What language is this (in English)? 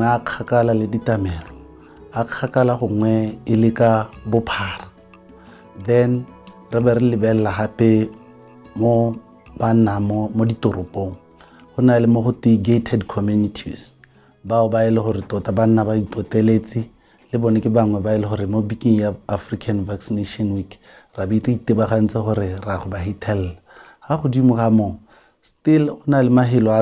Tswana